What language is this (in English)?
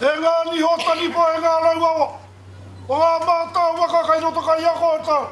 Māori